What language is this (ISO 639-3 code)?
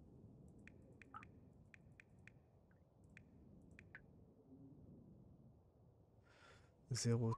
fra